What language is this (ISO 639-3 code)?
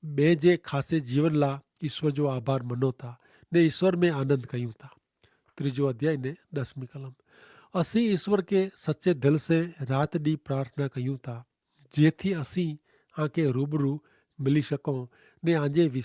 kfr